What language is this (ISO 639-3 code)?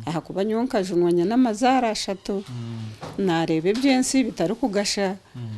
nyn